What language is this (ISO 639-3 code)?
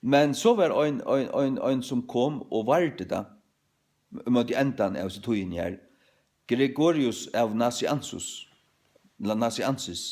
fao